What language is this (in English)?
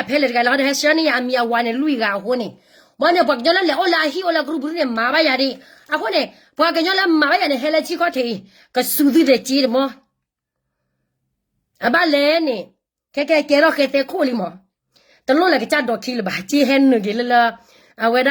S'gaw Karen